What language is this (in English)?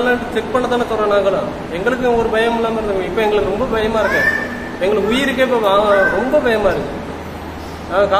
Tamil